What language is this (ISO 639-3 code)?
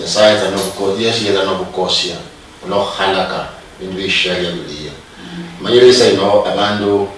luy